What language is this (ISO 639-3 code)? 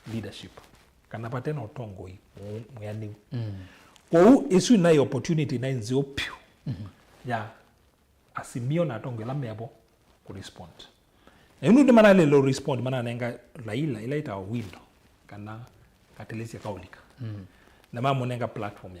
kam